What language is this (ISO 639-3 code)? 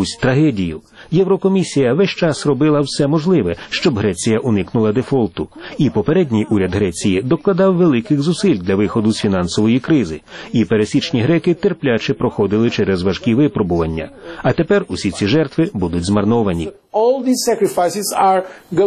ukr